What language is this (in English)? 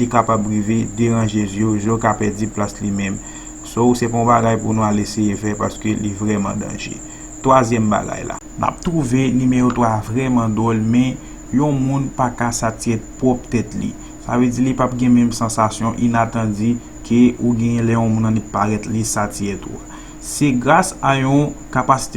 Haitian Creole